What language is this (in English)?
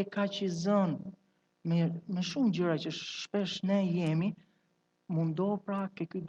Albanian